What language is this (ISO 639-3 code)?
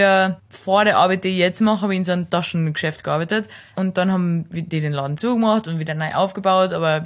deu